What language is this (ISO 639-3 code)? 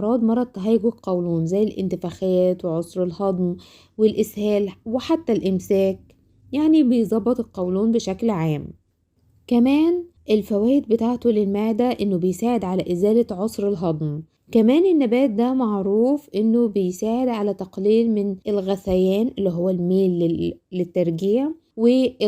arz